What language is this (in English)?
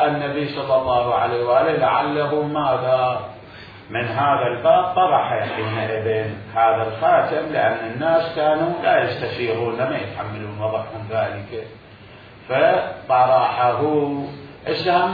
Mesopotamian Arabic